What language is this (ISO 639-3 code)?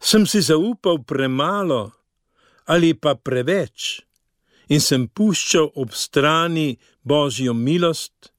slv